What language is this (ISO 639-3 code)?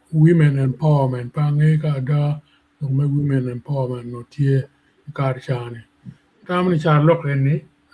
ach